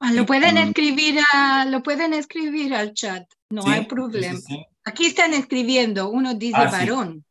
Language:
Ladino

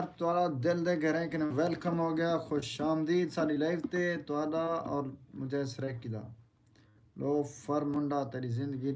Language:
Saraiki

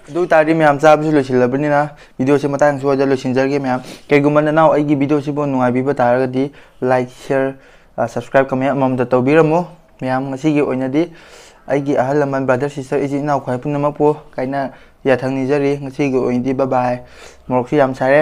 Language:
Manipuri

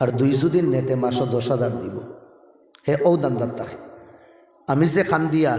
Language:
Sylheti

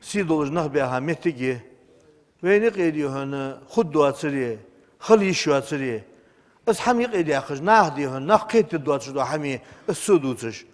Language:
Ingush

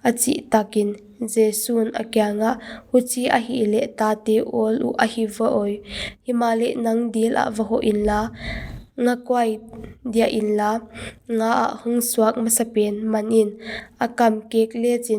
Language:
Paite Chin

